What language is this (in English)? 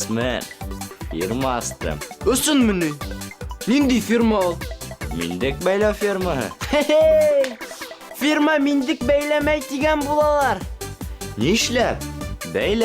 Bashkir